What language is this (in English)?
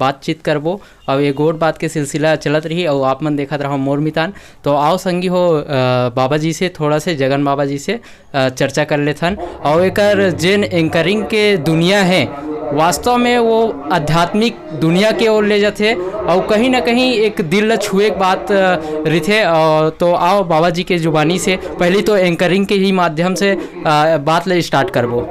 Chhattisgarhi